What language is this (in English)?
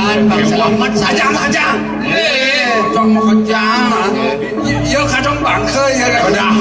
Balinese